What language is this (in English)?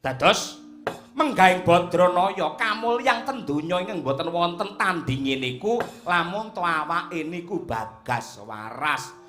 Javanese